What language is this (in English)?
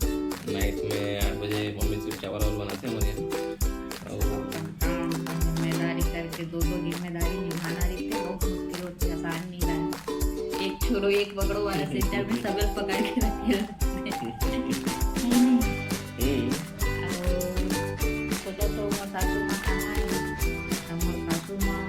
Chhattisgarhi